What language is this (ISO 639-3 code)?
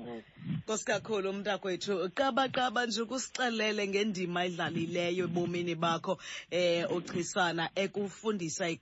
xho